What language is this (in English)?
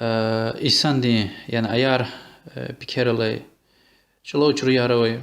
Lezghian